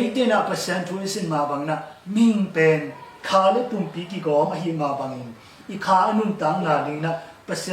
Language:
Tedim Chin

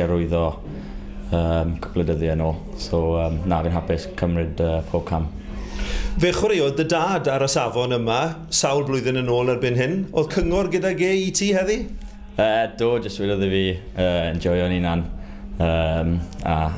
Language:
Welsh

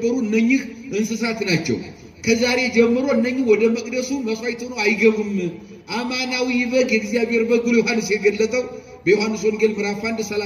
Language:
Amharic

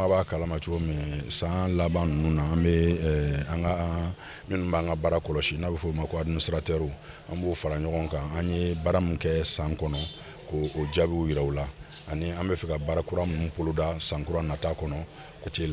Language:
Bambara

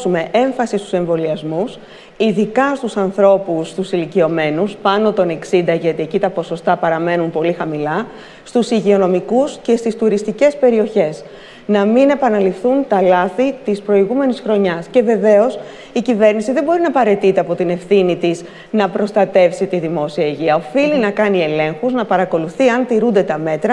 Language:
Greek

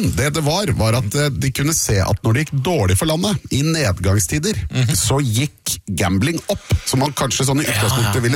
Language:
Norwegian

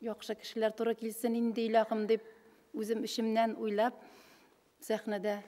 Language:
Bashkir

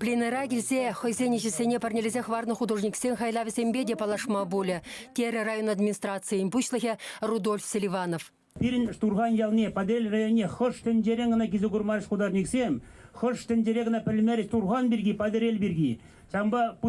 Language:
Chuvash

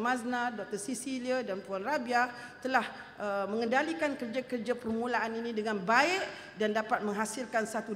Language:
Malay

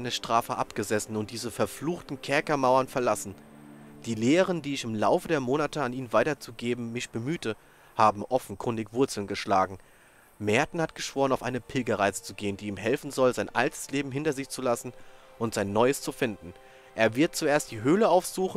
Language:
German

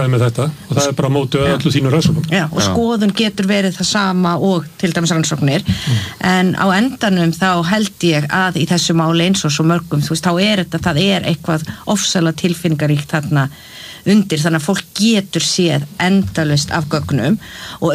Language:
Icelandic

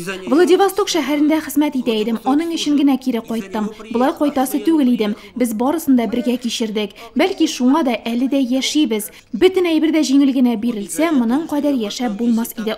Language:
Tatar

